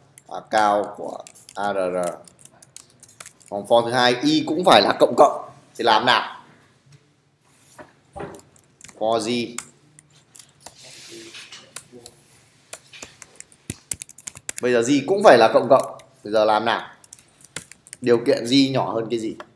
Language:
Vietnamese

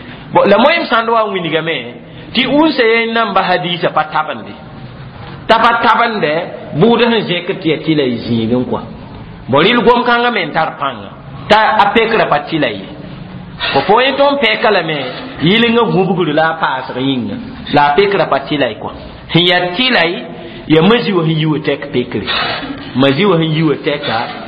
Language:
Mossi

